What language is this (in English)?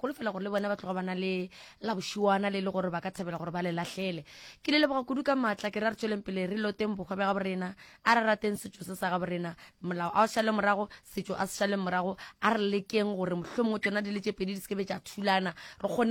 Northern Sotho